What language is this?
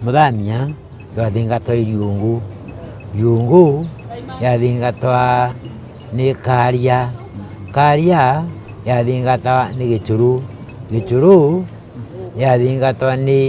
Meru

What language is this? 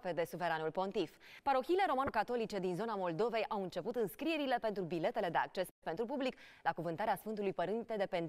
Romanian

